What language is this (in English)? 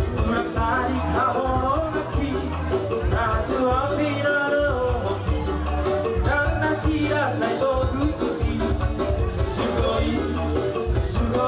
Batak Toba